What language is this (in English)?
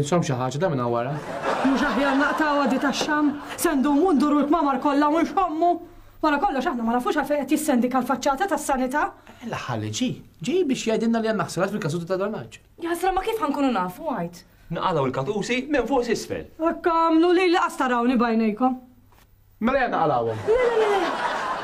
Maltese